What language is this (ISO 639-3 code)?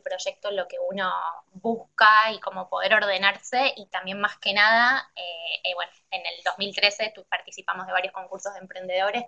spa